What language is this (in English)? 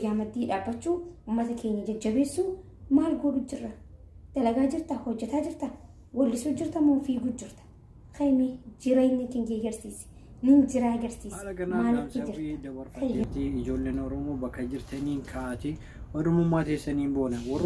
Oromo